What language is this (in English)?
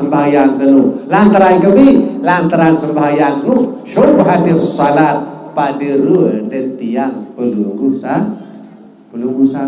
Sasak